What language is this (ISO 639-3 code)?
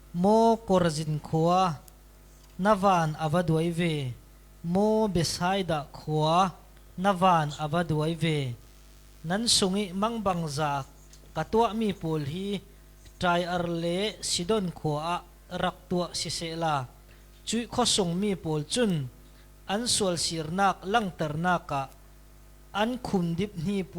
cfm